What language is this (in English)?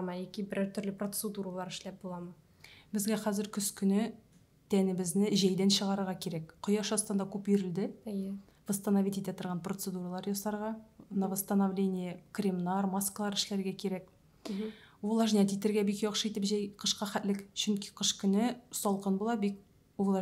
Tatar